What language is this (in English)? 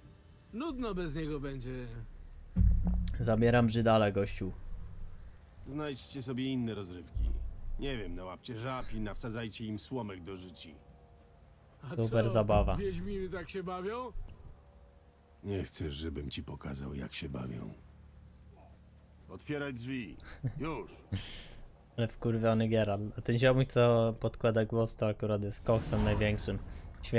Polish